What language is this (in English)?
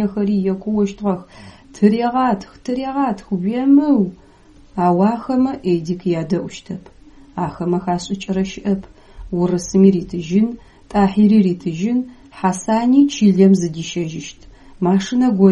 Adyghe